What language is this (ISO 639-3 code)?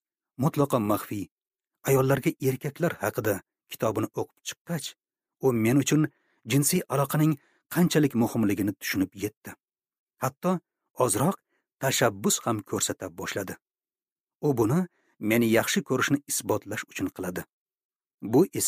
uzb